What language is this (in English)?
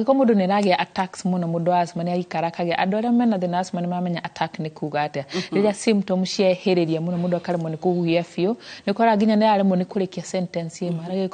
Kikuyu